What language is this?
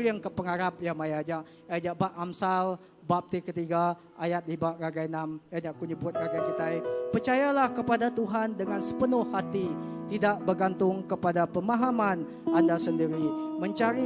Iban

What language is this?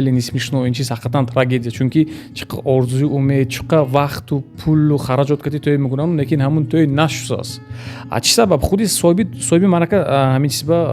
Tajik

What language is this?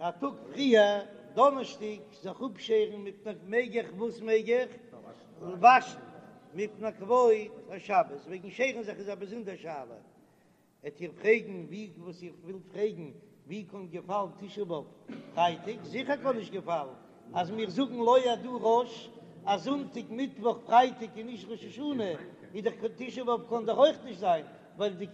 Yiddish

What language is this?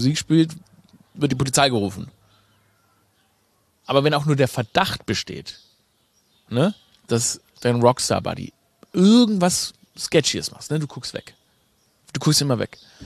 German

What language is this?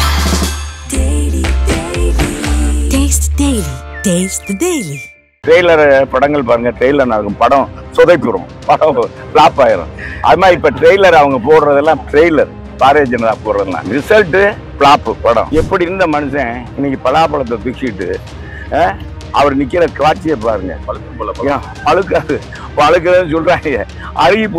Tamil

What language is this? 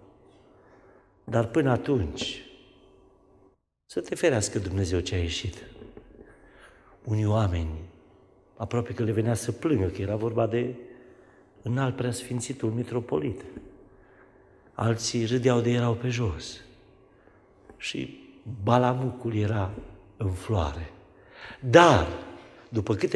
Romanian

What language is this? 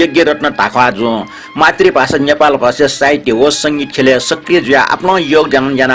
Newari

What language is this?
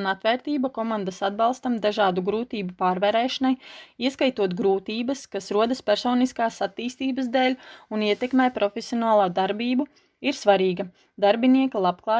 Latvian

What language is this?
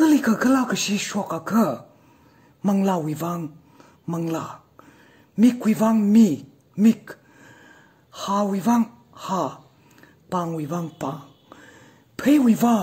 Tangkhul Naga (India)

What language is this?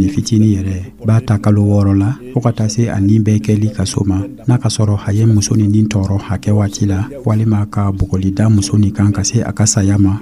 Dyula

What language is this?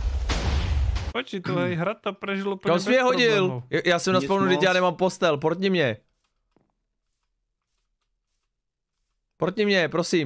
Czech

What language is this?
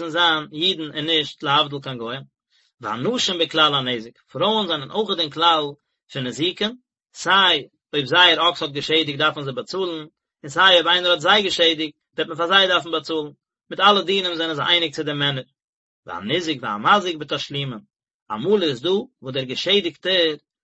Yiddish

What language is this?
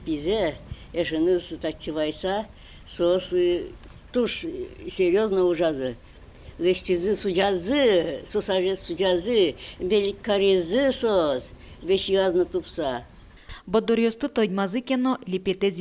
Udmurt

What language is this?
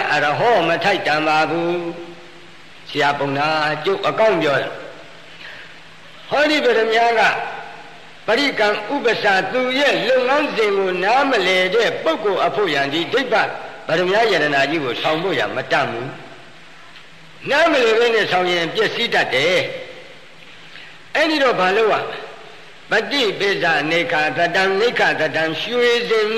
Burmese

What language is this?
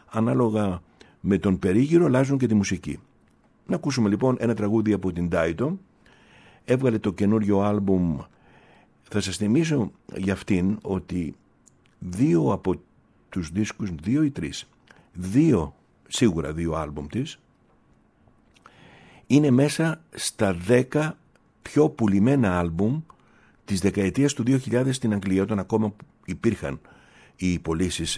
Greek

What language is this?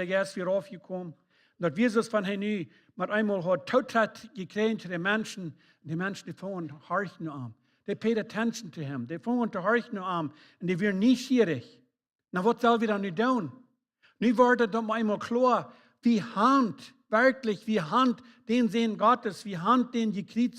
Plautdietsch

